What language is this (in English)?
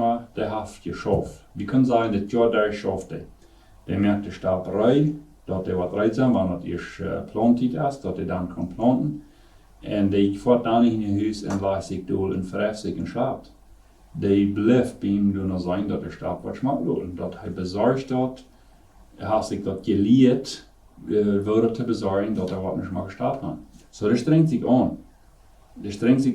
Plautdietsch